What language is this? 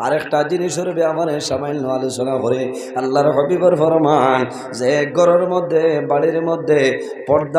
Sylheti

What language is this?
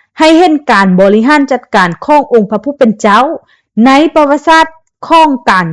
Lao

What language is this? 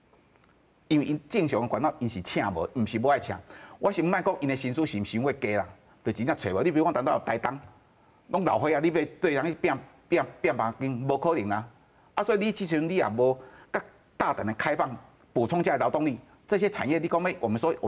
Min Nan Chinese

